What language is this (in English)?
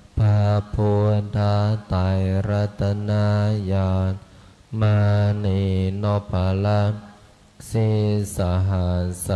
Pali